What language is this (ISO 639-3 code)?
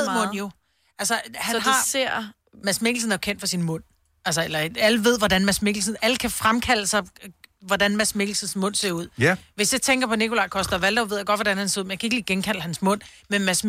dan